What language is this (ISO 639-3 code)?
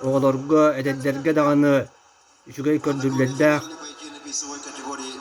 sah